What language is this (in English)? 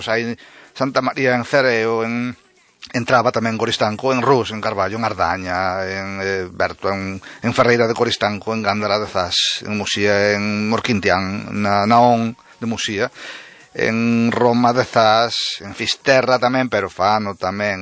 Galician